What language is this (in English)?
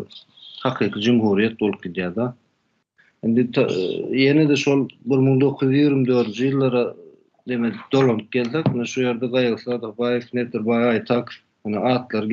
Turkmen